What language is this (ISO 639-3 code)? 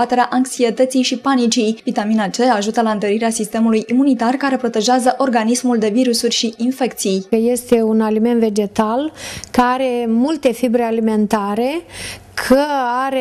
ron